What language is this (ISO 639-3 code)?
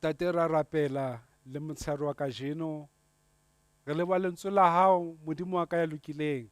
sot